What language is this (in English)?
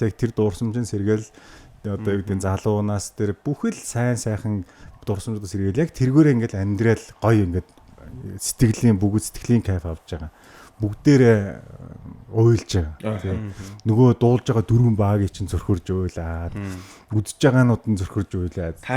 Mongolian